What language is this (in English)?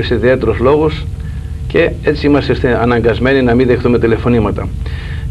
Greek